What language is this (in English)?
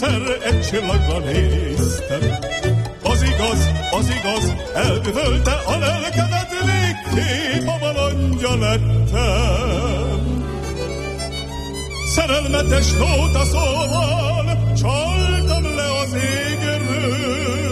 Hungarian